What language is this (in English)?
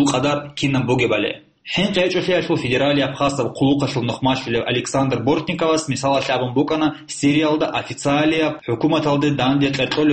Avaric